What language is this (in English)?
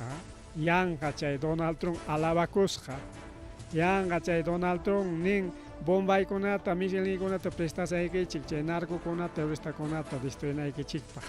Ayacucho Quechua